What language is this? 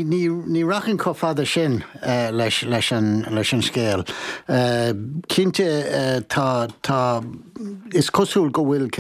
Irish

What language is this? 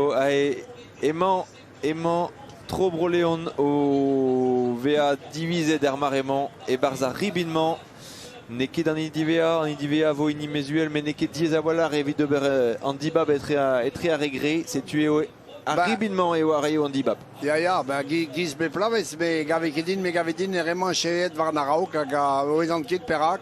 Breton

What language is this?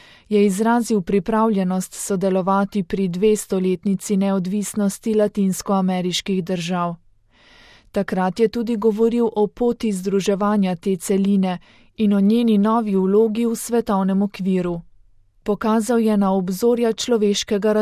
Slovenian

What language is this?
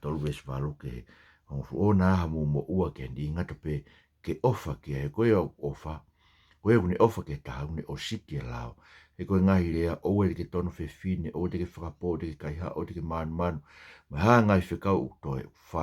Tongan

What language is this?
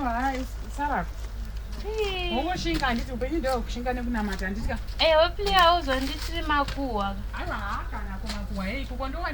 Shona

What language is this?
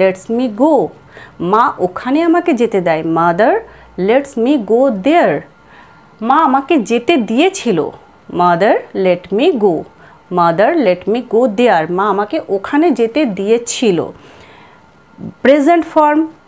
Bangla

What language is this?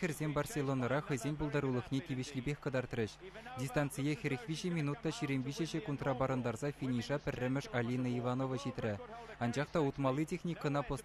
Chuvash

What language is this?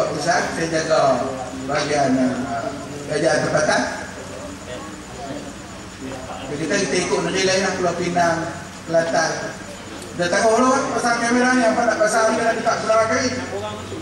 Malay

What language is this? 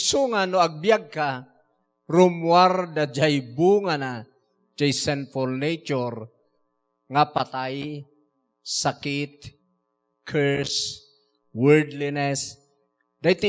Iloko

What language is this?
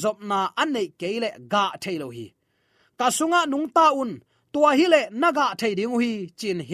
Tedim Chin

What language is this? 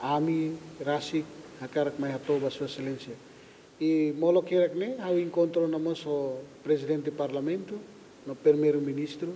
Tetum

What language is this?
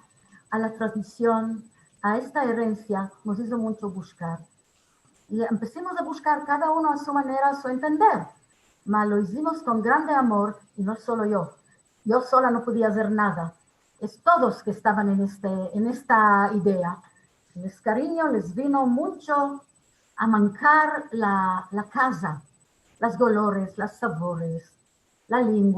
Ladino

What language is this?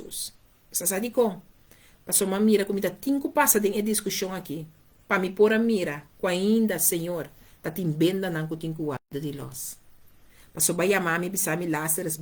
Papiamento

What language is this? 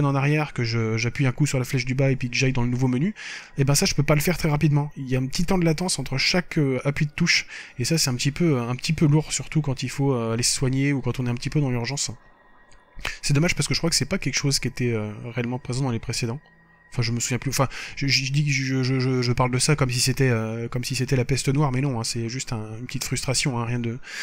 French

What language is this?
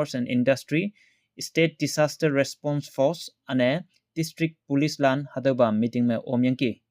Konyak Naga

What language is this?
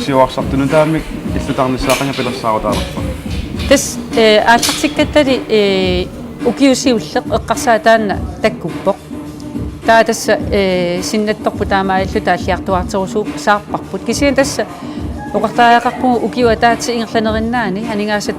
Kalaallisut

